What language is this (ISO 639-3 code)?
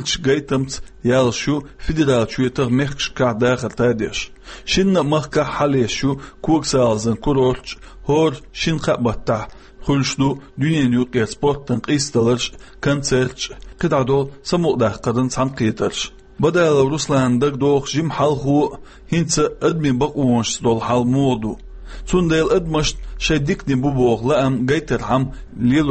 che